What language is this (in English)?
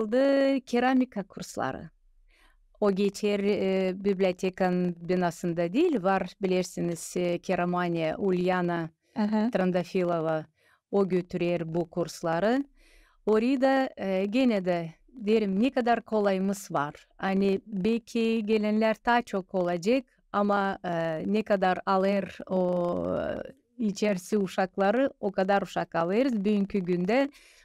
Gagauz